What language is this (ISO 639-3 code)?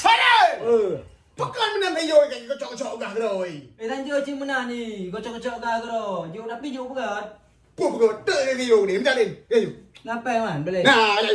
ace